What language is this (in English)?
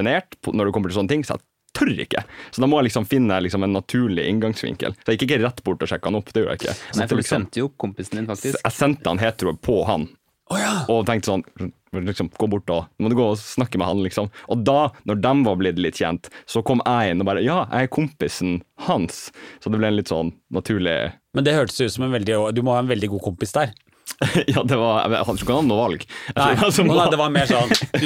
Norwegian